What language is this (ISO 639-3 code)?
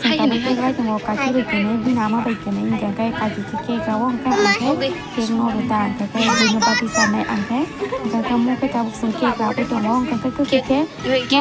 trp